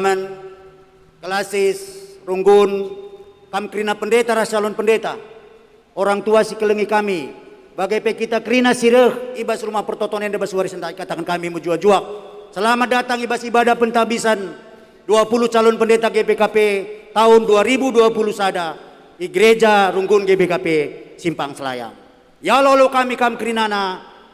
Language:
Batak Karo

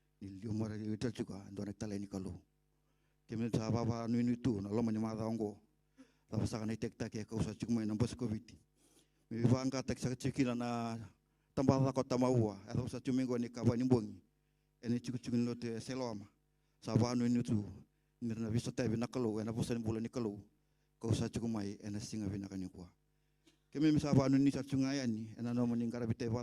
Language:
Fijian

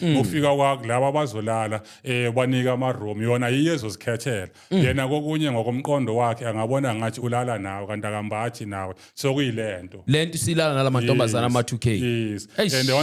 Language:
Zulu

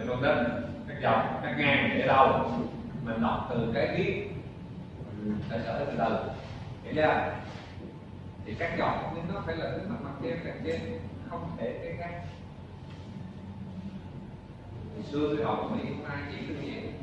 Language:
Vietnamese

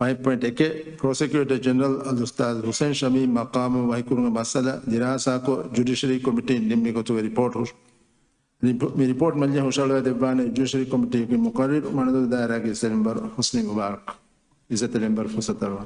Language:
Divehi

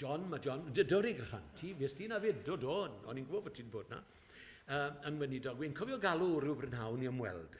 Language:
Welsh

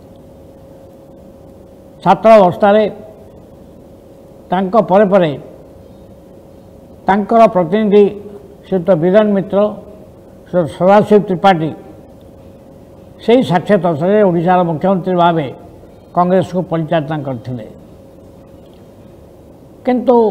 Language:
Odia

